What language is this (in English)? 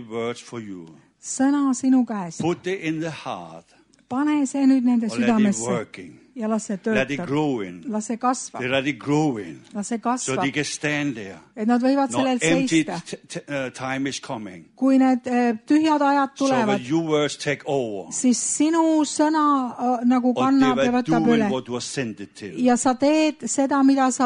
Estonian